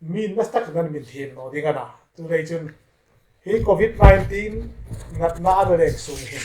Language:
Hmar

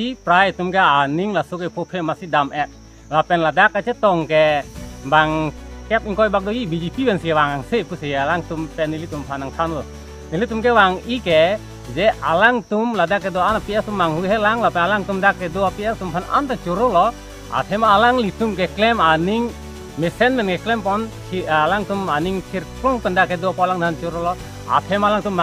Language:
Karbi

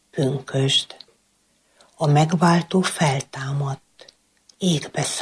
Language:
Hungarian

